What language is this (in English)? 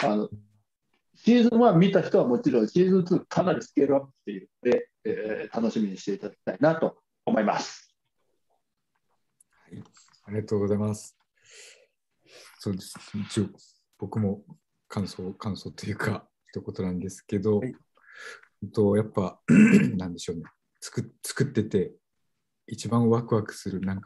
Japanese